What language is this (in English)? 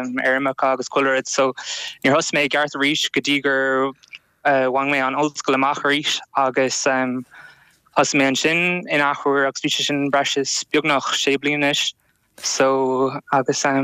Irish